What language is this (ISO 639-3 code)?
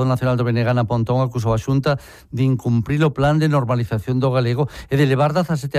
glg